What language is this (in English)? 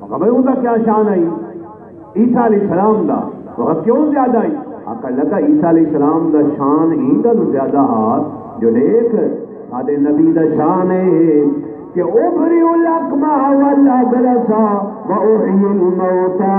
Saraiki